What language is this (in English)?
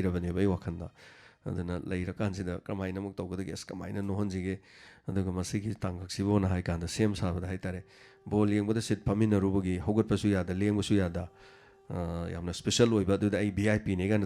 Manipuri